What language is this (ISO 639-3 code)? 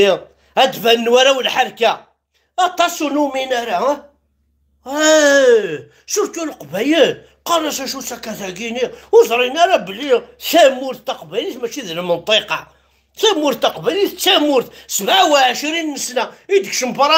kab